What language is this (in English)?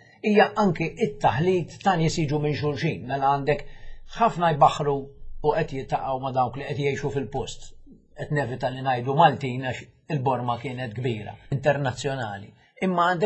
Maltese